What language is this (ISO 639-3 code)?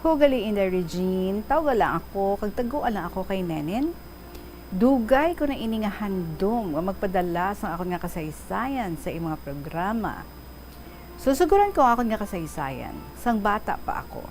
hil